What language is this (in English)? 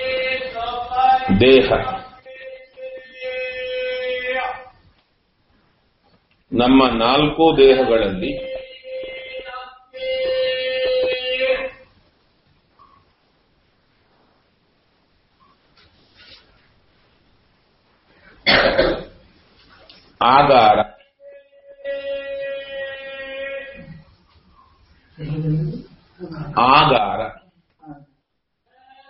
Kannada